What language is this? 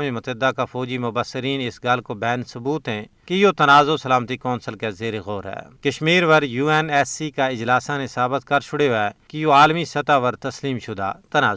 Gujari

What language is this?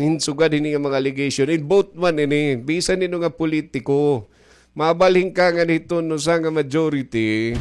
Waray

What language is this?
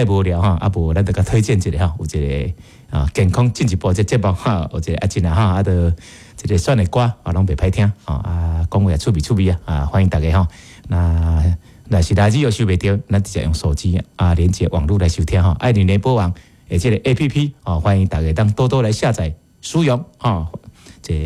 Min Nan Chinese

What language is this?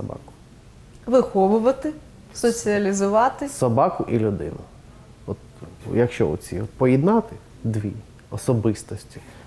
Ukrainian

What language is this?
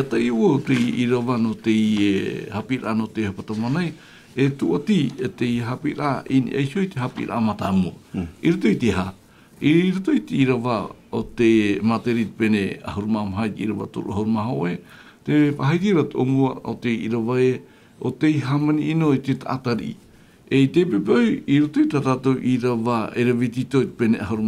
Tahitian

